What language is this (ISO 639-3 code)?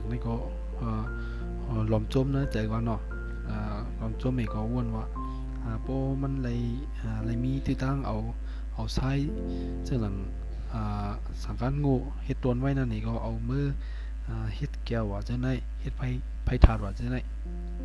shn